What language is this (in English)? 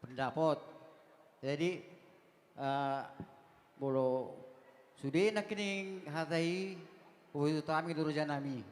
Batak Toba